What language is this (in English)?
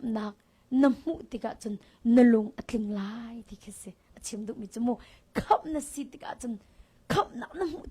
Hakha Chin